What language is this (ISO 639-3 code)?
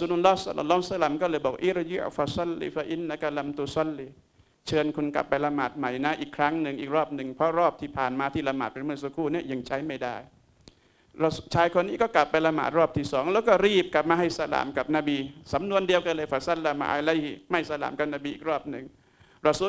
tha